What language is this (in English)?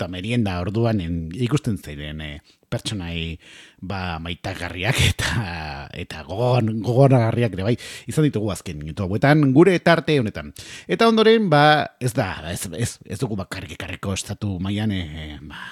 Basque